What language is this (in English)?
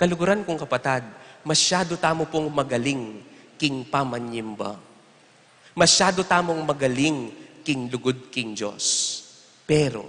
Pampanga